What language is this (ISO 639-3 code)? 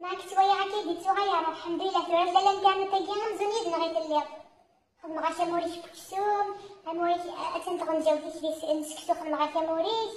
kab